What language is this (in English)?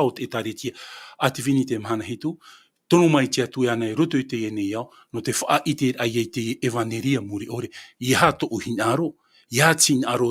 Tahitian